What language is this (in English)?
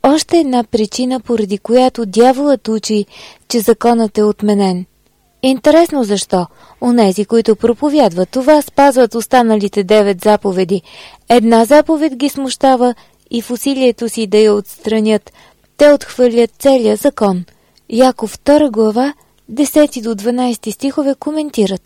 Bulgarian